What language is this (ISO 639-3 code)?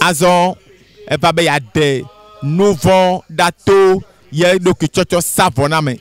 ewe